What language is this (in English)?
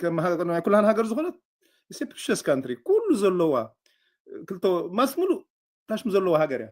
Tigrinya